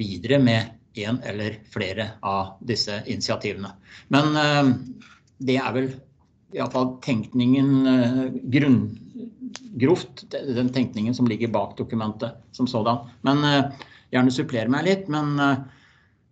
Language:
Norwegian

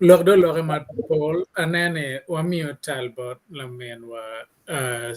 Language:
Acoli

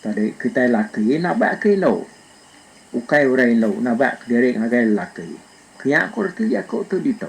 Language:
Iban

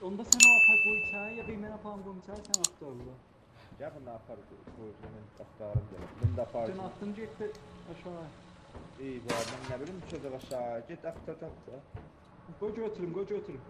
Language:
South Azerbaijani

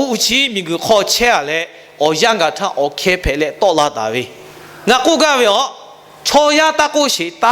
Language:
Lahu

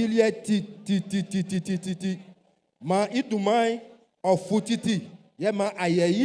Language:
Baoulé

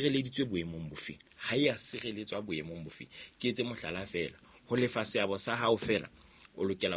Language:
Southern Sotho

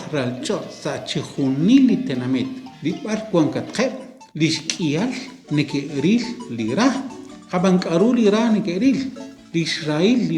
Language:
Kekchí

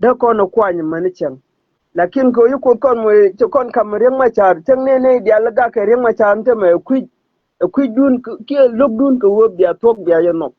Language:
Nuer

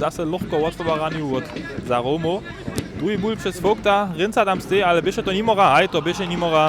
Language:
Upper Sorbian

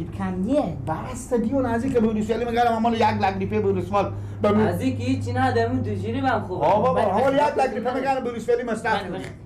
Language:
Persian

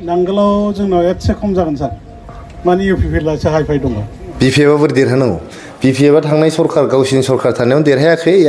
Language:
Bodo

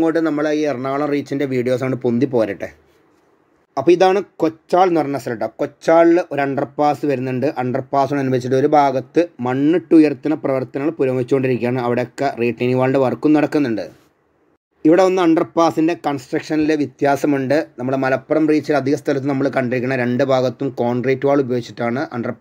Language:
Malayalam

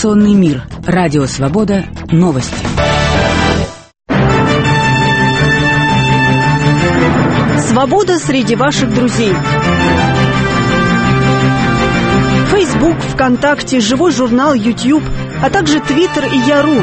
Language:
Russian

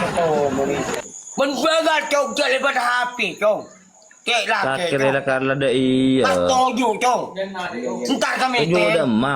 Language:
Madurese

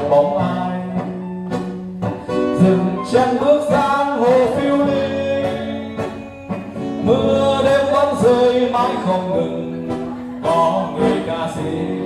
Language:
Vietnamese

